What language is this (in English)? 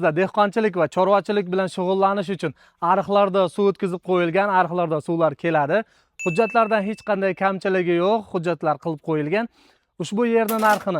Uzbek